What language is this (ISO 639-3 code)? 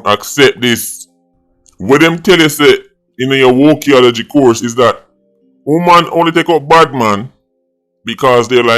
jam